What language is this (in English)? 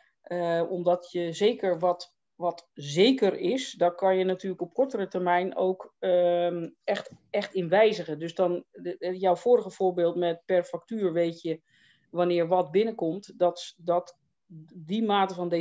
Dutch